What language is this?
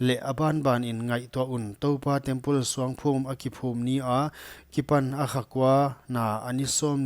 Paite Chin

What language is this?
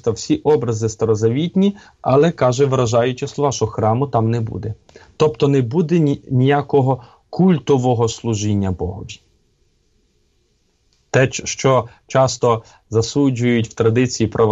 Ukrainian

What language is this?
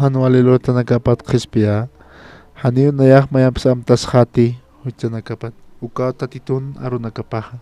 Aymara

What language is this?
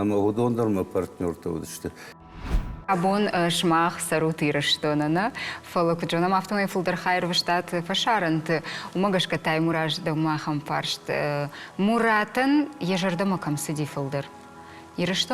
Ossetic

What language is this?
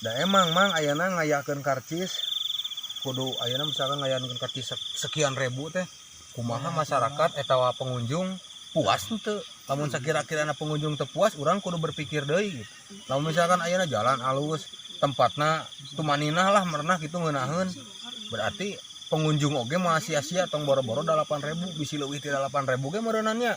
Sundanese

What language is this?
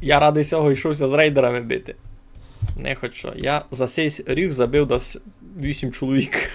Rusyn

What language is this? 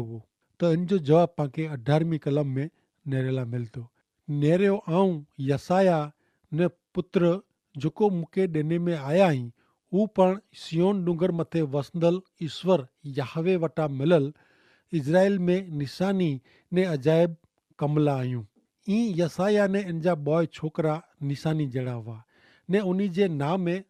Kachhi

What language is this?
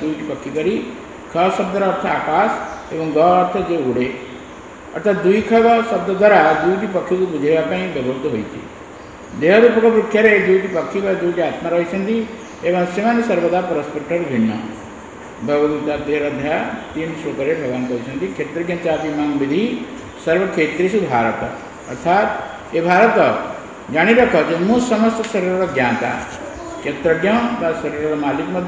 Odia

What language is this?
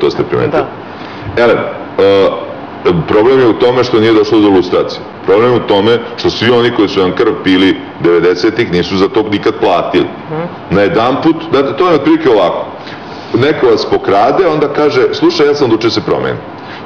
Serbian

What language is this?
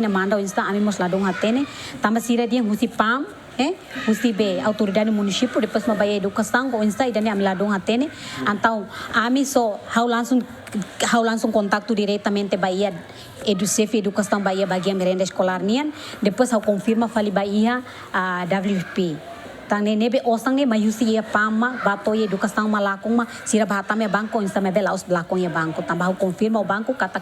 Tetum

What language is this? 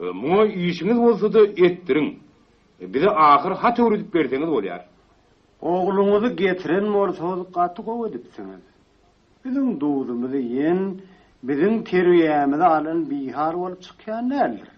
Turkmen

